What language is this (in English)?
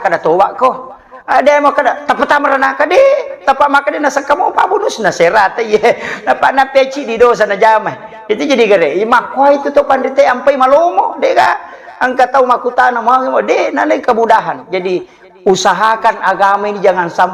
Buginese